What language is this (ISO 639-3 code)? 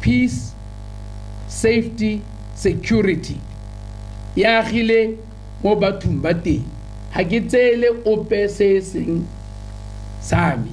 tsn